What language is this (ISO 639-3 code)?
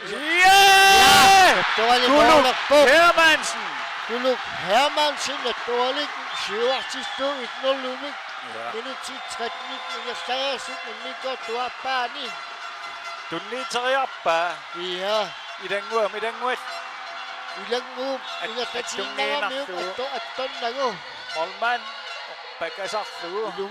kal